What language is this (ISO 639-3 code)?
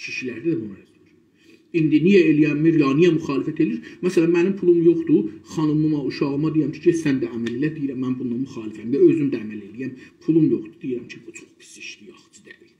azb